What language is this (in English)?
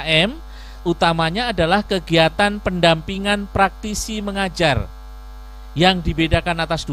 Indonesian